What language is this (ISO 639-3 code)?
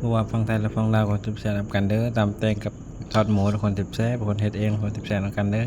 tts